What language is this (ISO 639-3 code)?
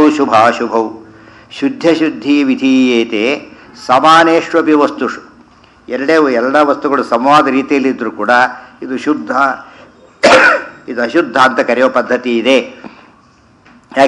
kan